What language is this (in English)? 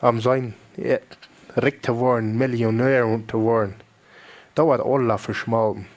Plautdietsch